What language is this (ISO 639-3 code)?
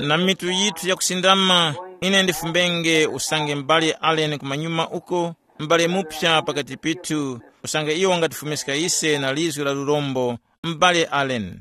tum